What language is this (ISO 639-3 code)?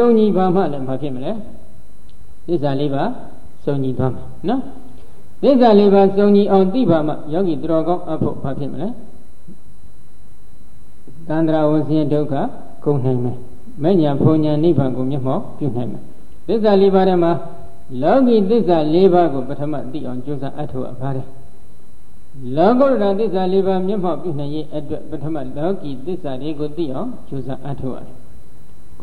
mya